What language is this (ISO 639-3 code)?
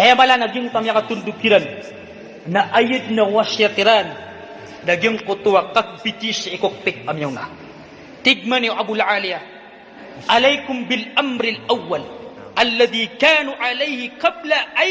mrw